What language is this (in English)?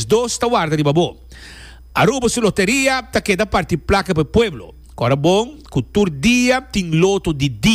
Papiamento